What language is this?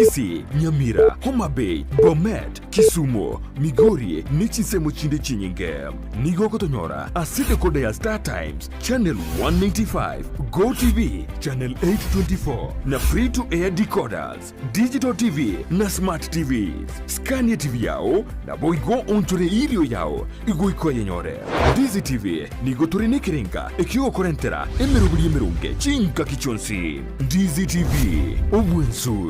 Gusii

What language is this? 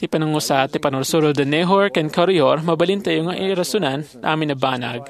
Iloko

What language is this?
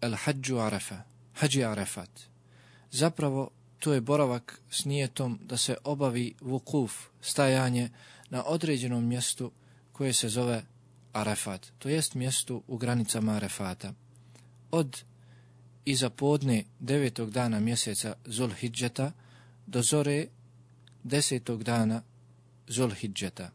Bosnian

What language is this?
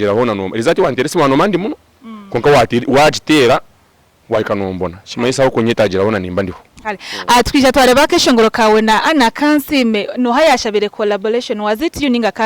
Nyankole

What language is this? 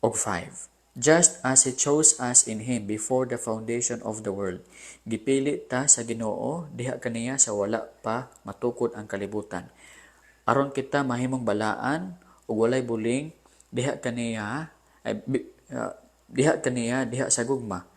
Cebuano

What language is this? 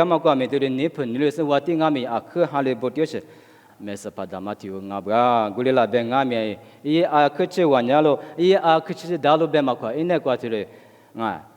Lisu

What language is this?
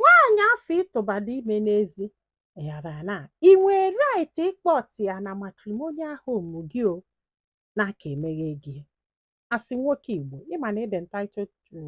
Igbo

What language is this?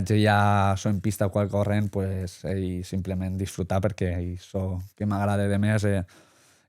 Occitan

